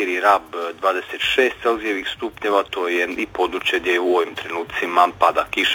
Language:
Croatian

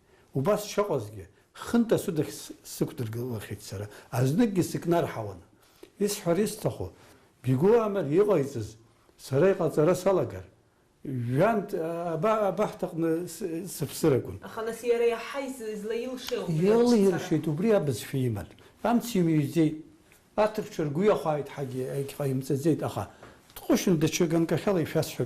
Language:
Abkhazian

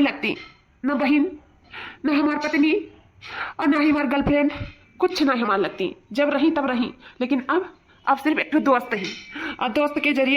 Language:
Awadhi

